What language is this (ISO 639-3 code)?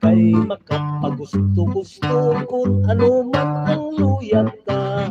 hil